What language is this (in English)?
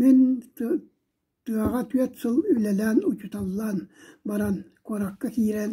Yakut